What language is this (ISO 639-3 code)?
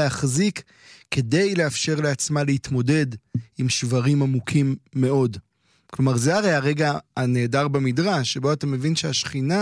heb